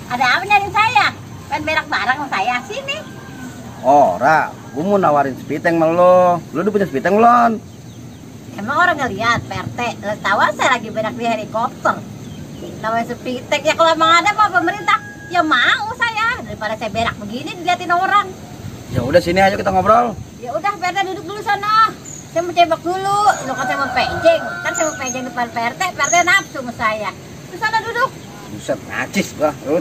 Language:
Betawi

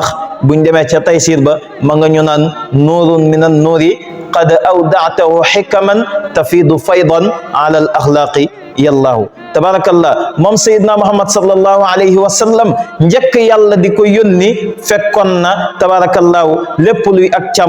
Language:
Wolof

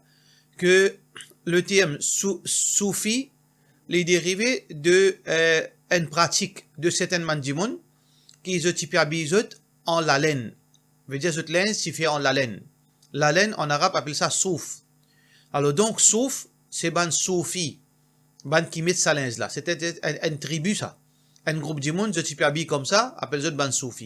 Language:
Morisyen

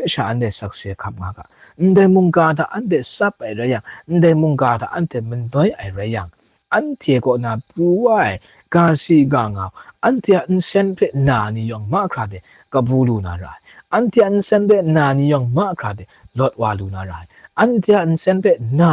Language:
Kachin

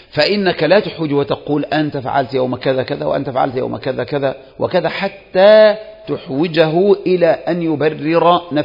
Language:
Arabic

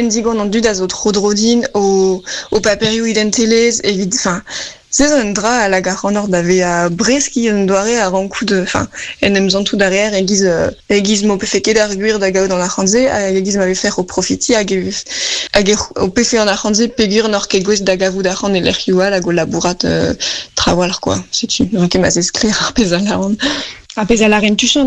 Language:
Breton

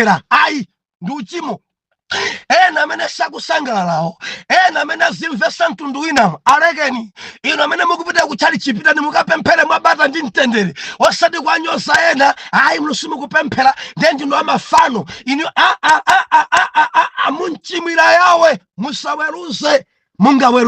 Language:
Nyanja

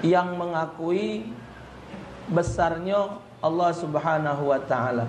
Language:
Musi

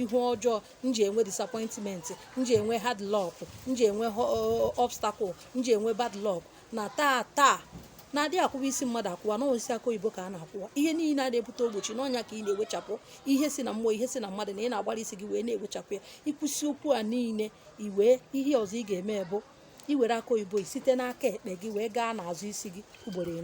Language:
Igbo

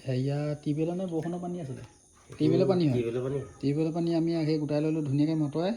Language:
Assamese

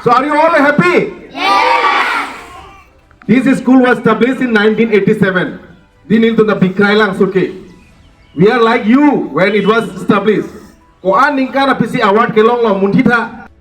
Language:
Karbi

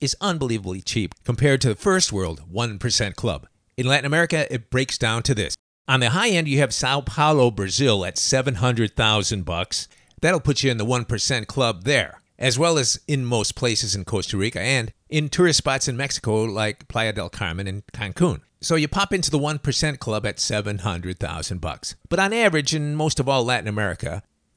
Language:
English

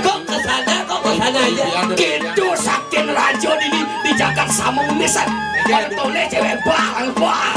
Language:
Balinese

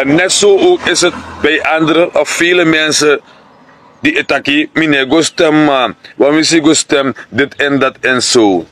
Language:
Sranan Tongo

